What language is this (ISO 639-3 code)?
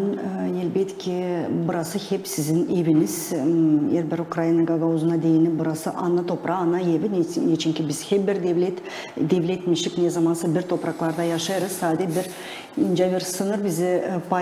gag